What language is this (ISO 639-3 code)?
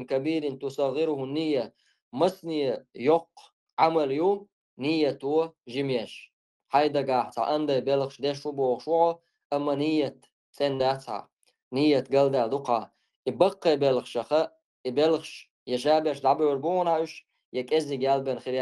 che